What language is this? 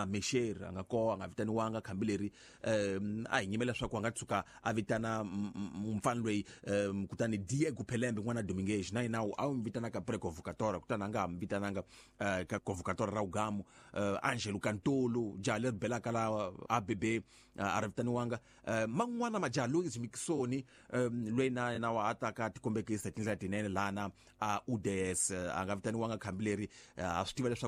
Tsonga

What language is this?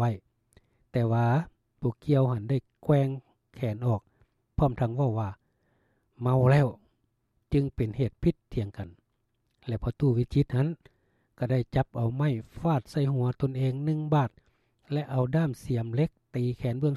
Lao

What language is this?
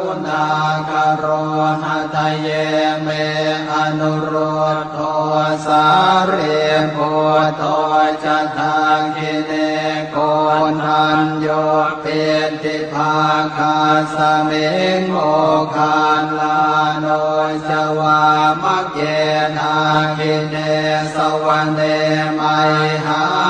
Pali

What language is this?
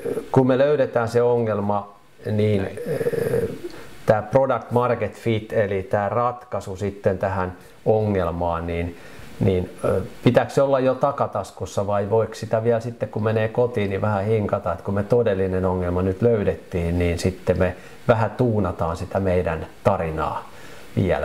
Finnish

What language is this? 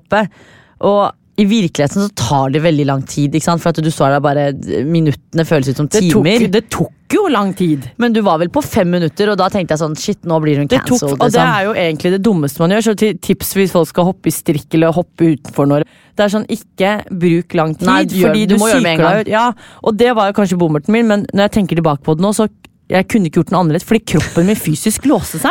Norwegian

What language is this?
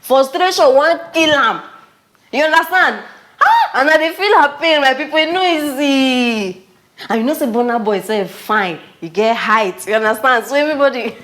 Nigerian Pidgin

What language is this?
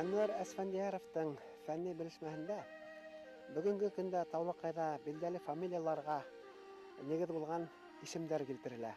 Bashkir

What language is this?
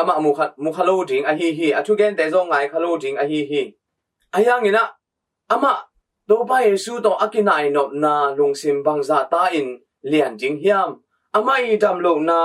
Tedim Chin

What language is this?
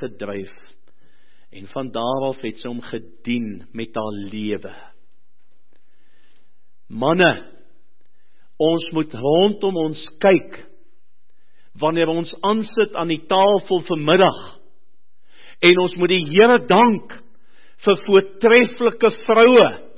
Afrikaans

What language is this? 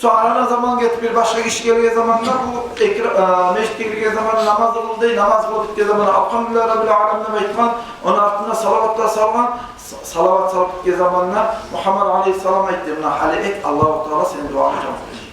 Kumyk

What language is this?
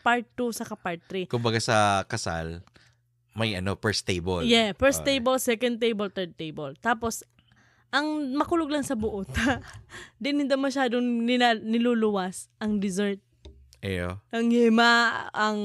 Bikol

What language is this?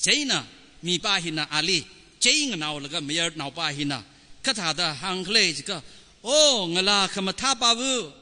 Tangkhul Naga (India)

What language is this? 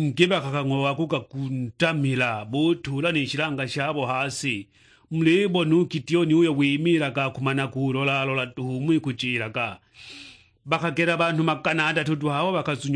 Sukuma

